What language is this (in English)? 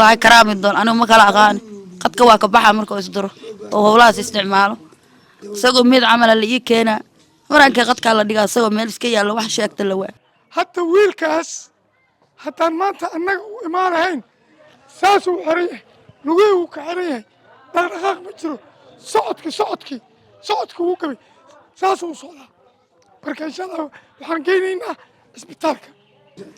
Somali